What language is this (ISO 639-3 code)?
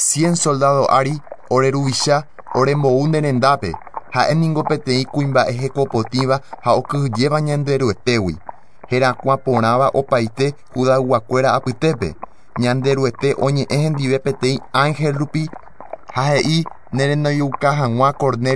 grn